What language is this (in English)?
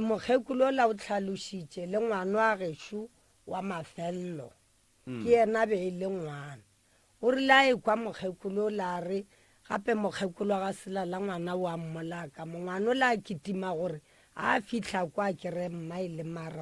Northern Sotho